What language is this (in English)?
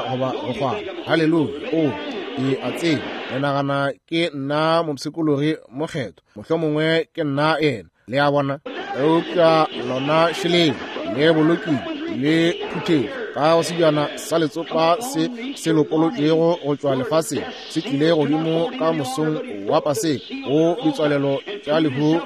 Northern Sotho